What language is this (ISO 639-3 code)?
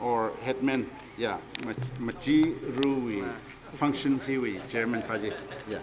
nmf